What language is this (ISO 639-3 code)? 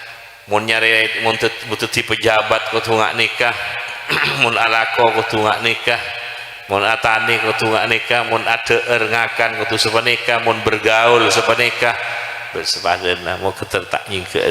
mad